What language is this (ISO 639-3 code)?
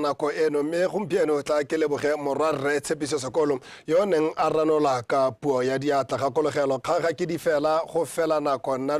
tsn